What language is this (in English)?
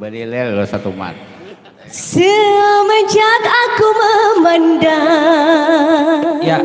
Banjar